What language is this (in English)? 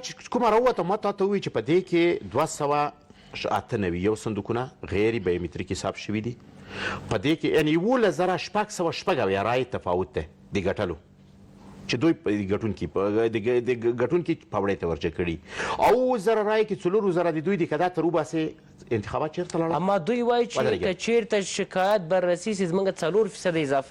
Pashto